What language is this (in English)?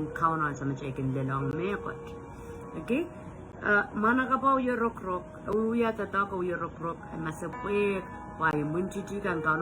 Pohnpeian